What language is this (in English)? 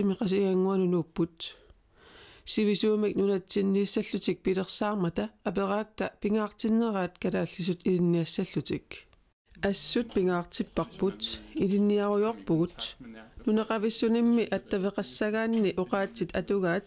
Kalaallisut